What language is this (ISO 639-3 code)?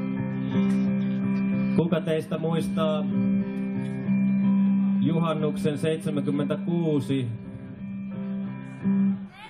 fin